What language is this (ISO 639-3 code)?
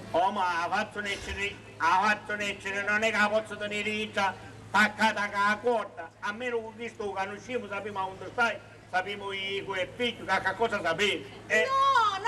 scn